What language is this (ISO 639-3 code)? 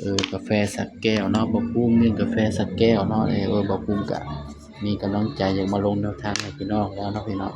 tts